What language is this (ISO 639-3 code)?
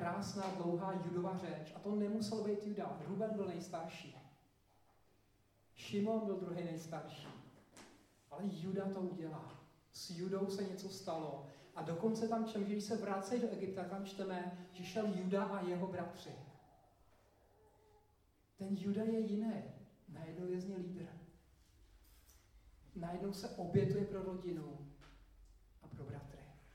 ces